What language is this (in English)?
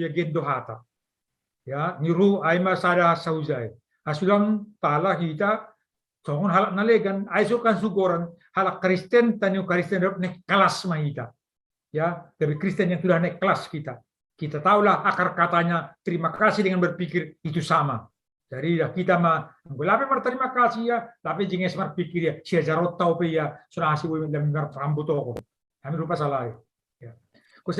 Batak Simalungun